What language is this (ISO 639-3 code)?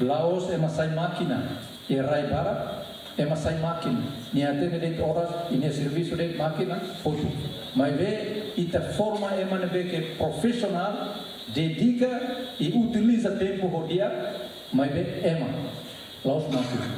tet